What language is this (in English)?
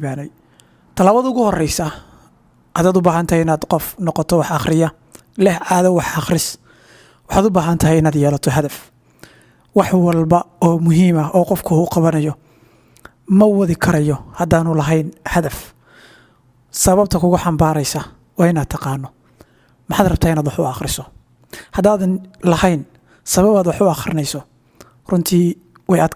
Somali